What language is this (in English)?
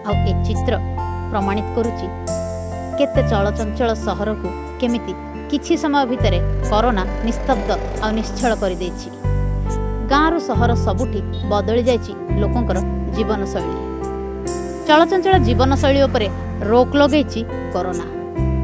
Odia